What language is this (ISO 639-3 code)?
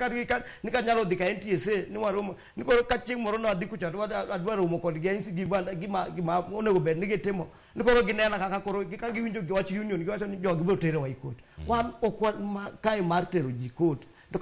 luo